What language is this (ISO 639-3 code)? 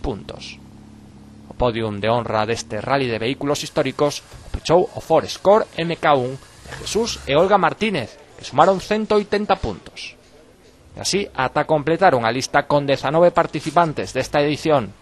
glg